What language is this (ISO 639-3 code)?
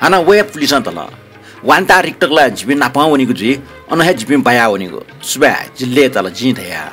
new